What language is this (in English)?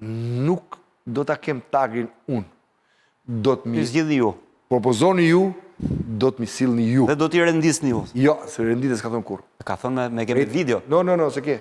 Albanian